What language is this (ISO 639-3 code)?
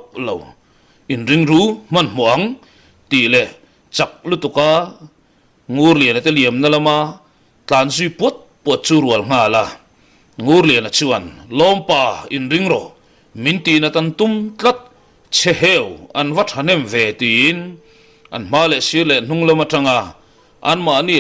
lus